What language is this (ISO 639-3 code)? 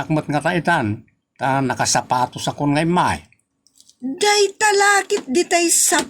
ilo